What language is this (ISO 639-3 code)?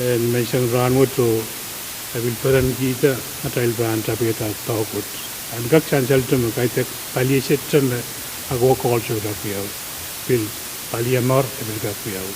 pon